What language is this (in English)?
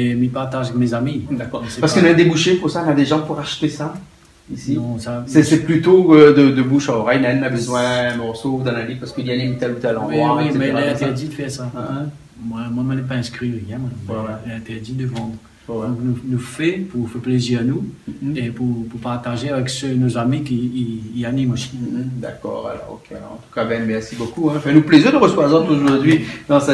Réunion Creole French